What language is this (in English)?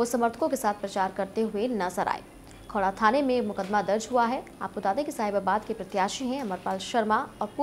Hindi